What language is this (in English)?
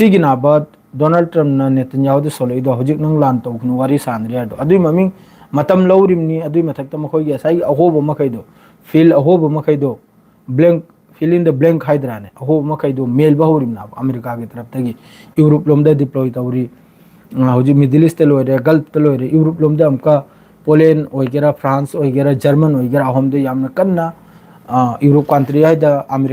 Manipuri